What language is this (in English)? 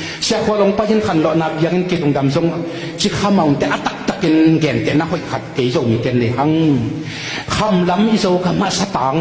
Tedim Chin